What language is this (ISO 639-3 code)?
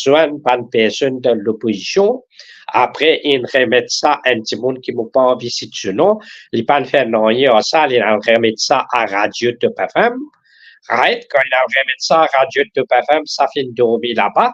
mfe